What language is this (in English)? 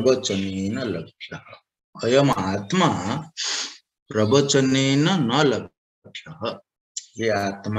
Odia